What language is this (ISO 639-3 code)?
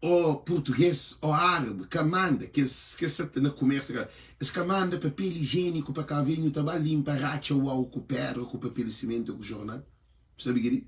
kea